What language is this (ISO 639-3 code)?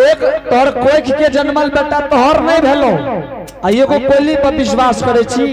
anp